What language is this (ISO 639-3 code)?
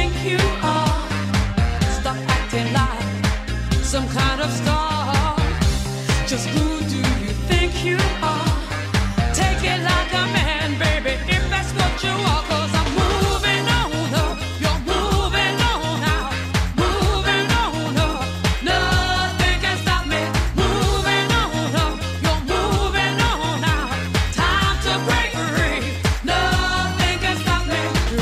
eng